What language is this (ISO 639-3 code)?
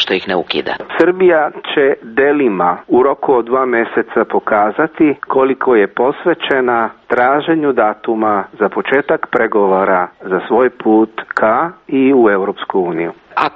srp